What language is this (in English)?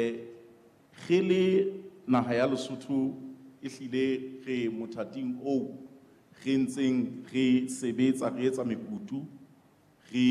Southern Sotho